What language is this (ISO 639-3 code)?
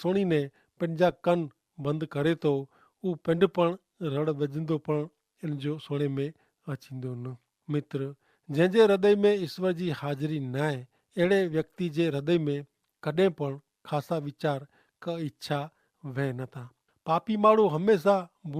kfr